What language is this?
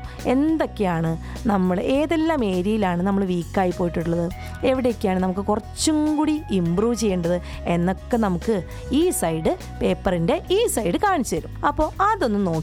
Malayalam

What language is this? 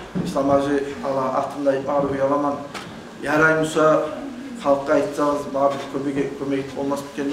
Kumyk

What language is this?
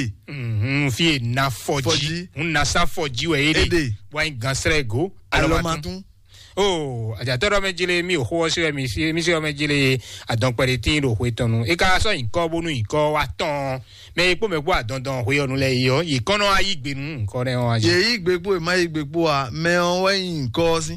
Fon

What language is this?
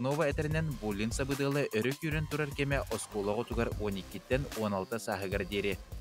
Yakut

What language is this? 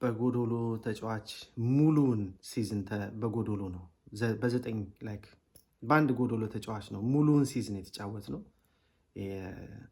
Amharic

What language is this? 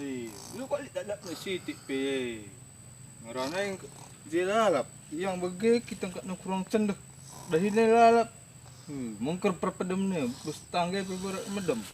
Batak Karo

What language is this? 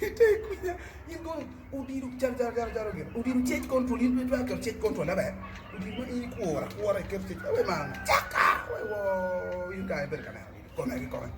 Acoli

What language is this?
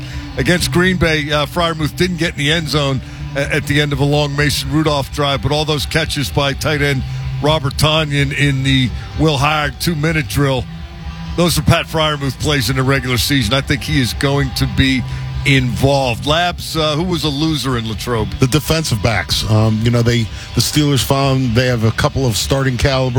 English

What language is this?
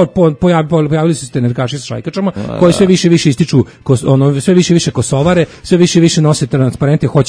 Serbian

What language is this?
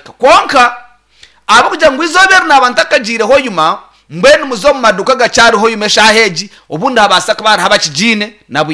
Nyankole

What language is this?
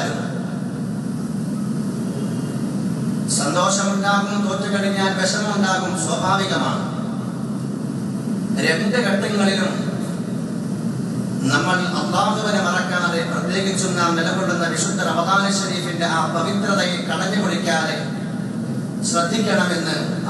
Malayalam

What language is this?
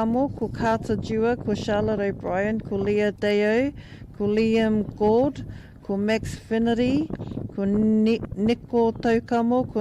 Māori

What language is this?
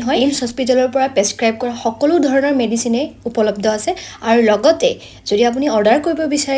Assamese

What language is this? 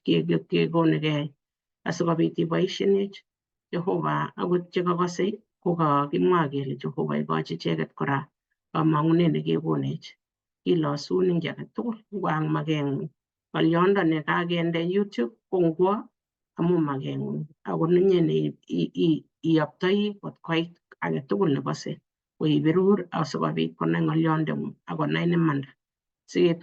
Kalenjin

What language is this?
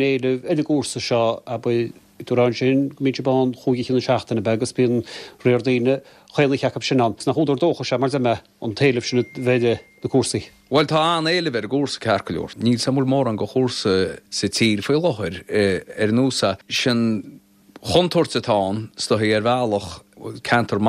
Irish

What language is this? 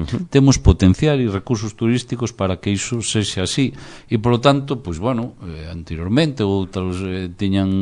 Galician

